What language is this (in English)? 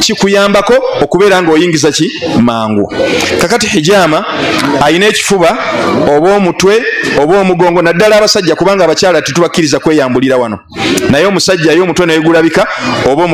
Ganda